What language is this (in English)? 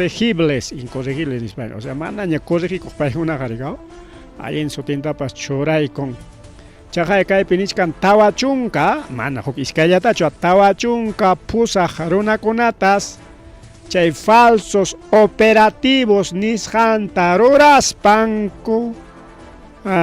Ayacucho Quechua